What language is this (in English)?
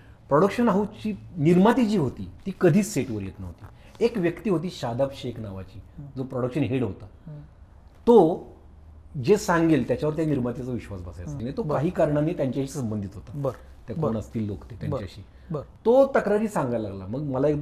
Marathi